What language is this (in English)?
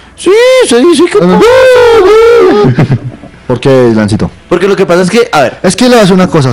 Spanish